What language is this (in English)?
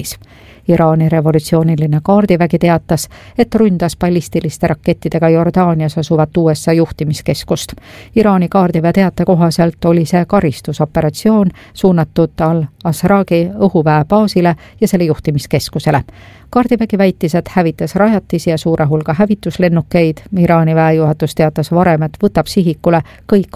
Estonian